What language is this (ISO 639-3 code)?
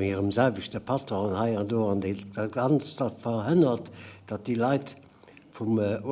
ltz